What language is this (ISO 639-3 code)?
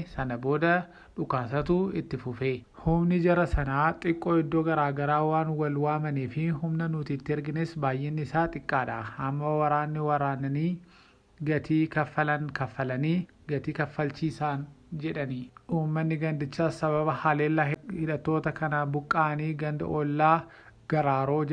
orm